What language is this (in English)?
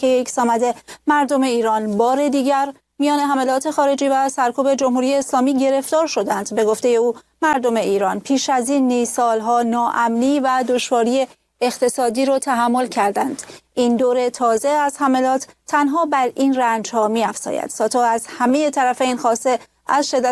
Persian